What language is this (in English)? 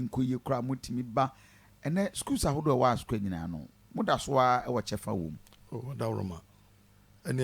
Akan